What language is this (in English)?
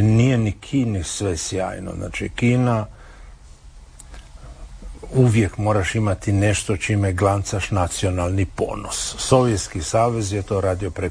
Croatian